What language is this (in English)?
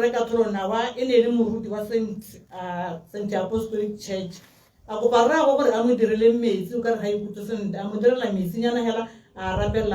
Tswana